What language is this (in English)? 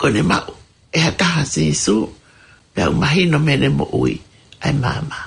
Tongan